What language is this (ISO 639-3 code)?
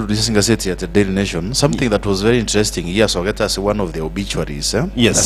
guz